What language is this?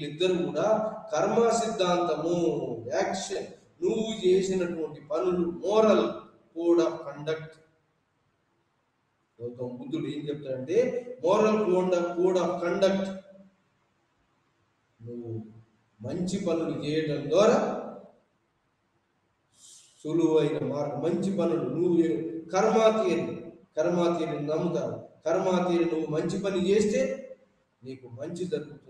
Telugu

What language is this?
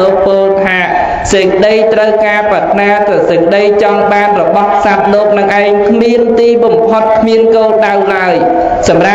Khmer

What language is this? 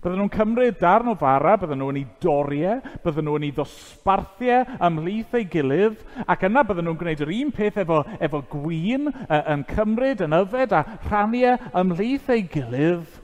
Welsh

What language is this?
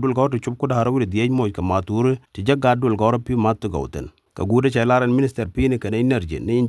Nuer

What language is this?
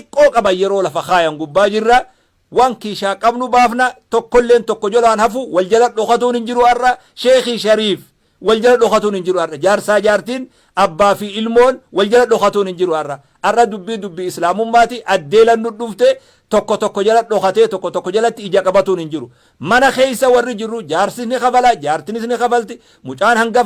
Oromo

